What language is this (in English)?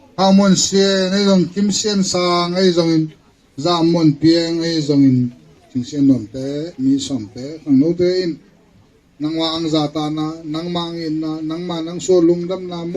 Tedim Chin